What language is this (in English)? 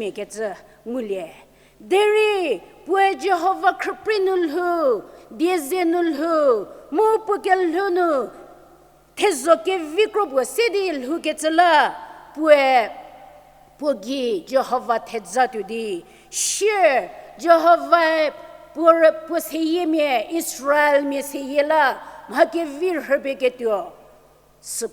Angami Naga